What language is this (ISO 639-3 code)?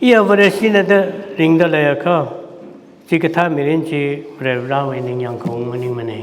nmf